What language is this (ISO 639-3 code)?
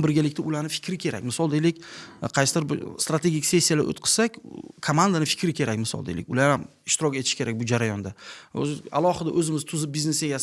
uzb